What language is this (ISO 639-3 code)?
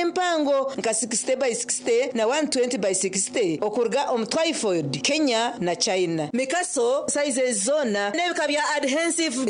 nyn